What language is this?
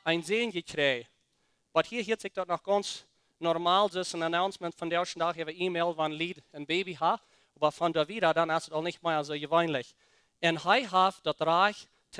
Plautdietsch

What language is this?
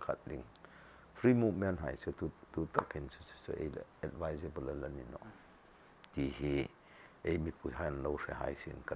Hmar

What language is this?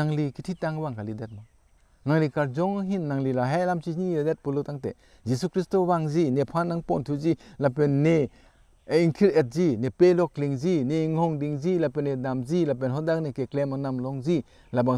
Karbi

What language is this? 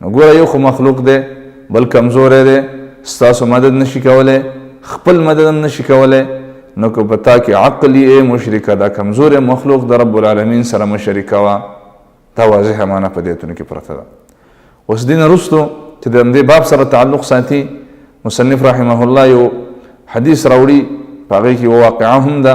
Pashto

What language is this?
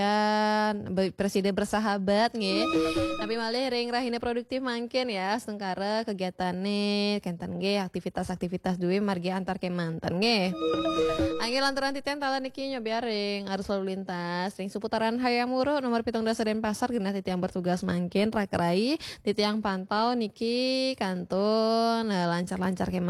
Balinese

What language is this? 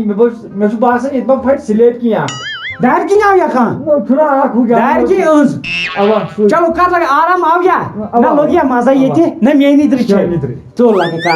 Kashmiri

